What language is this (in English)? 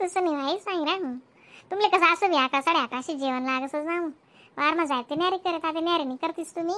Khandesi